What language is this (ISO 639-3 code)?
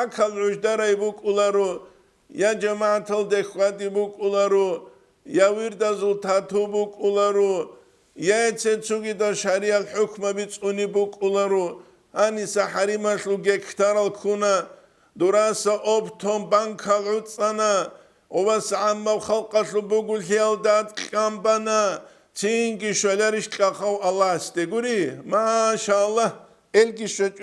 ava